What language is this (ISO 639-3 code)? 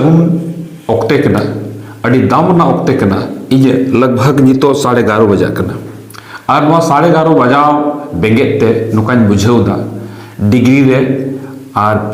sat